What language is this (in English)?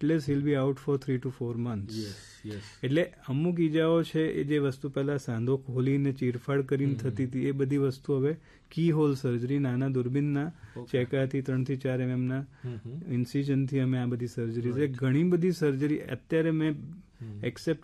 Gujarati